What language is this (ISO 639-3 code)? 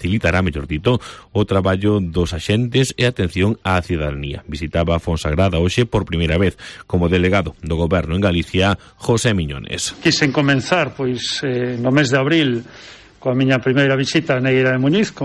glg